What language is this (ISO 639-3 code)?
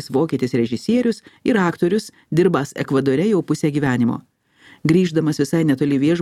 lit